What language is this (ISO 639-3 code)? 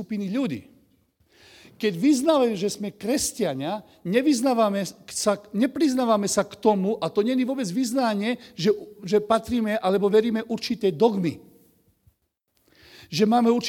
slk